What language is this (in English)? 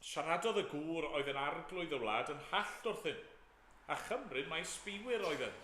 Welsh